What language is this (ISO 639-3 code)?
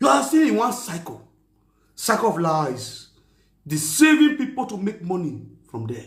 pcm